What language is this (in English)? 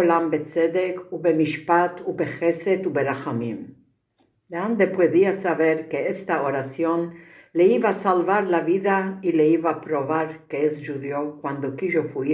Ladino